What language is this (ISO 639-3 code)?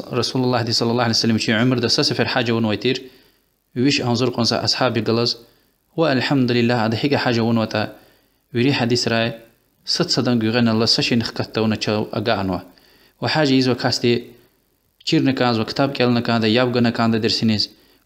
lez